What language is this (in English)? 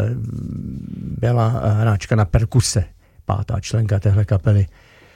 Czech